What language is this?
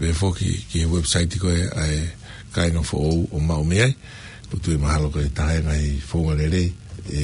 Tongan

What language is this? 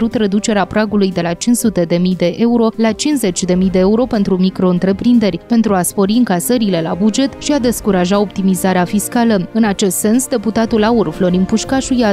Romanian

